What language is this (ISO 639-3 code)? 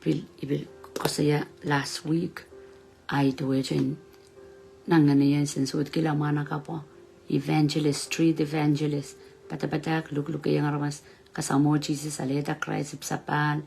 pon